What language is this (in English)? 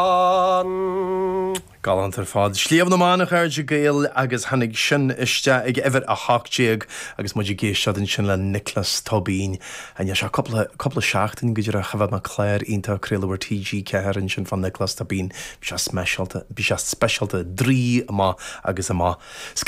Irish